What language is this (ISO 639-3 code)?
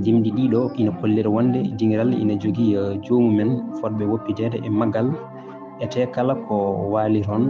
ful